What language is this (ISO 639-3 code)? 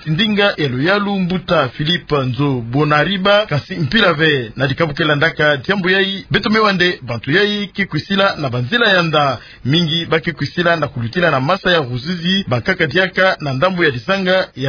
ktu